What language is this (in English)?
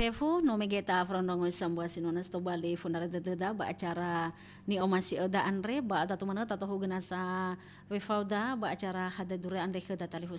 Nias